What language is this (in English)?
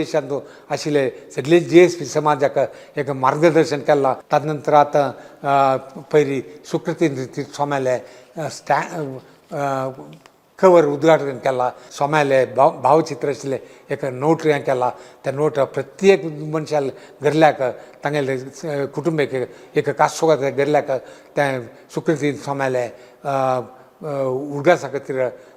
Konkani